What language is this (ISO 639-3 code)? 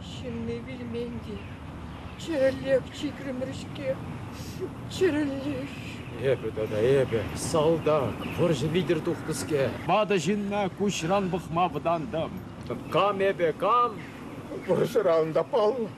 chv